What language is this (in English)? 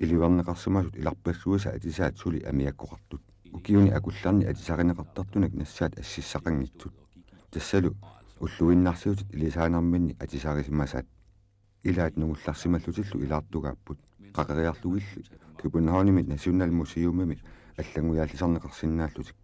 Kalaallisut